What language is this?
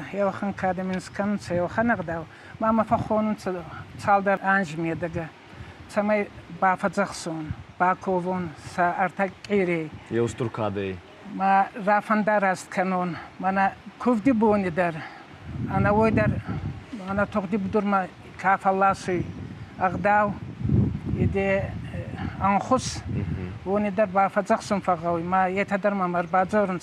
Ossetic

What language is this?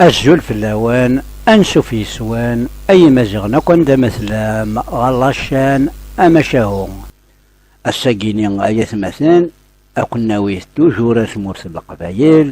Kabyle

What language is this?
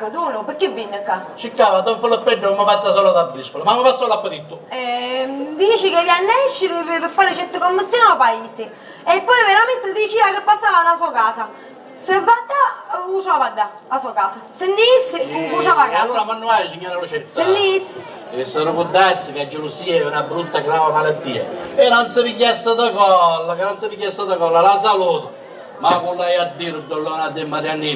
Sicilian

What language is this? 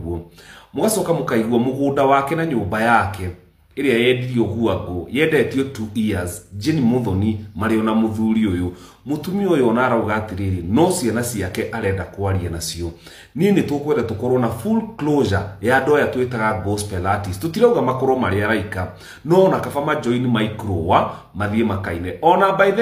Kikuyu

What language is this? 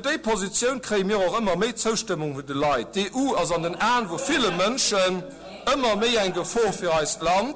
Luxembourgish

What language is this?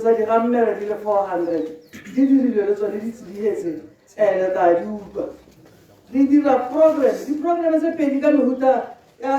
Tswana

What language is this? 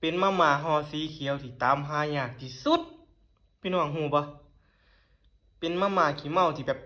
Northeastern Thai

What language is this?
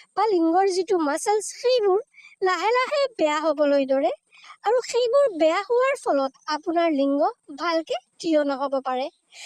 Assamese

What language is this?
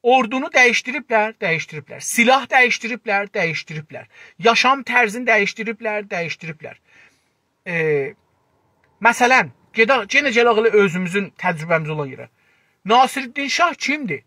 South Azerbaijani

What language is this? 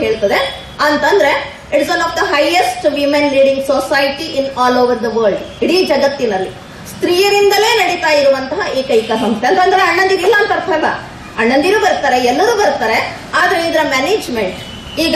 Kannada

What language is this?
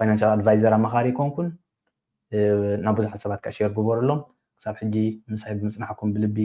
Tigrinya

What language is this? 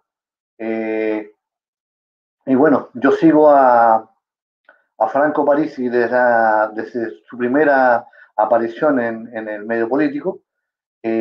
Spanish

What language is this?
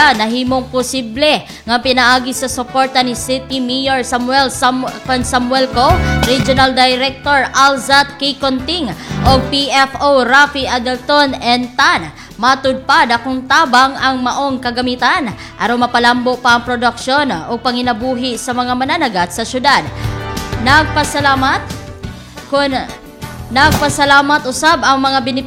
Cebuano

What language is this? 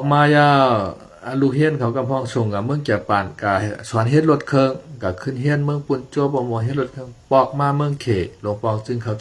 Shan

